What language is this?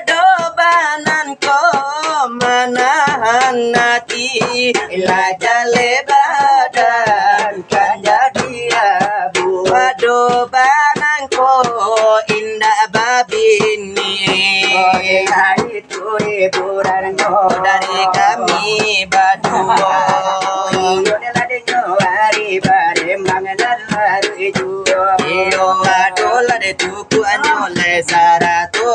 Minangkabau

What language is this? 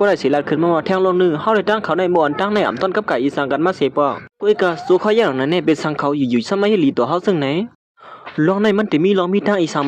Shan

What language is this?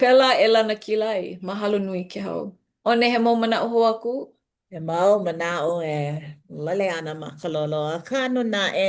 Hawaiian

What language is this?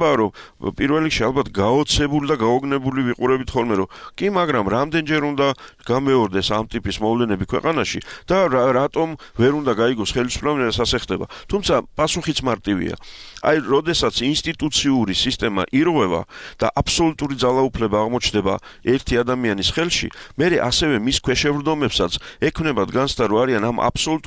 Georgian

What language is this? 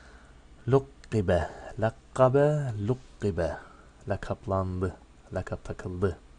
Turkish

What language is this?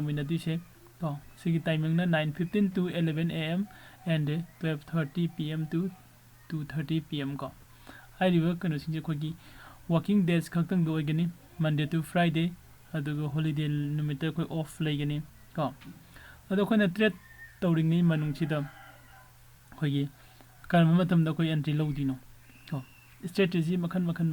Manipuri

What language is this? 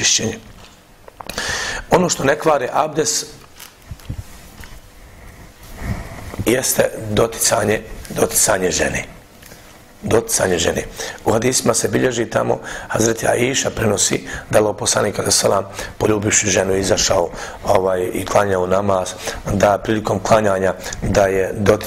Bosnian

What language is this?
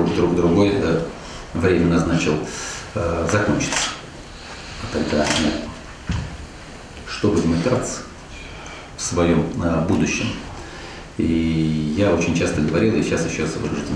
Russian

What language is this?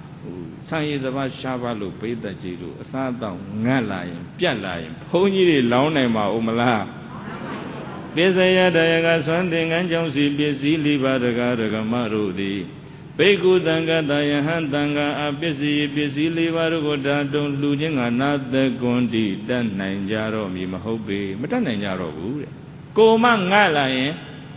Burmese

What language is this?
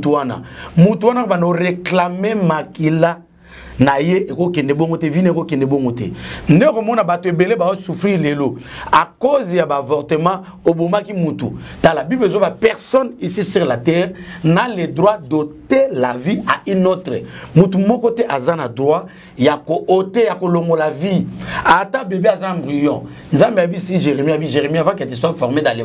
Lingala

